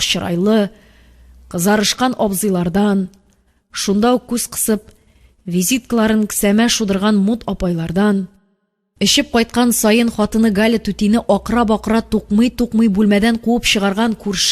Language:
Tatar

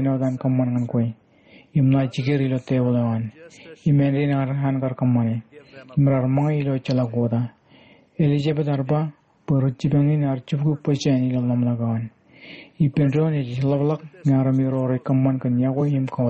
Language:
Marshallese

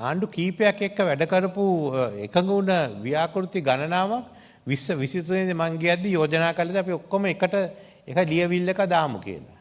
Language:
Sinhala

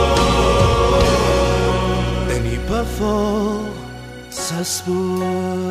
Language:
Afrikaans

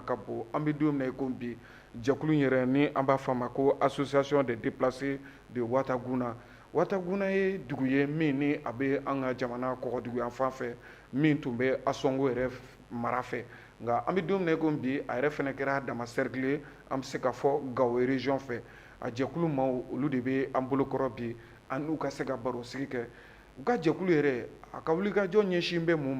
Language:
Bambara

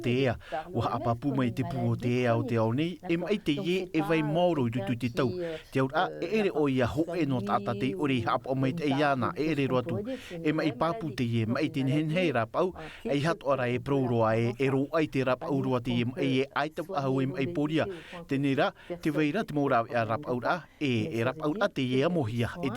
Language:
Tahitian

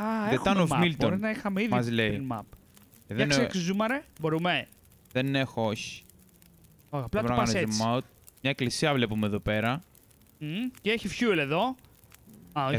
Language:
Greek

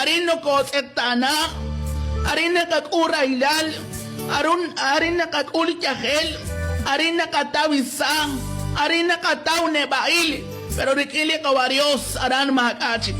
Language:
Kekchí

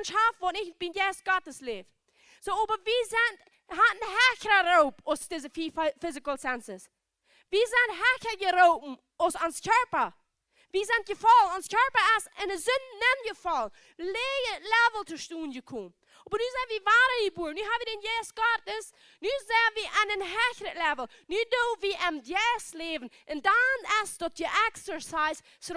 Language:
Plautdietsch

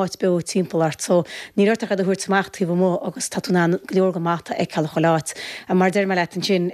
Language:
Irish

